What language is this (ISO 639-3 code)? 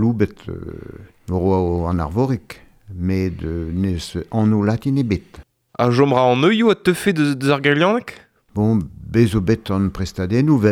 bre